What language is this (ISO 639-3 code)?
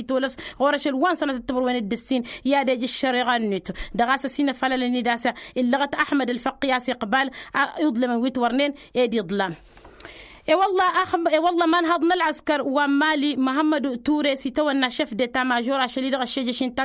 taq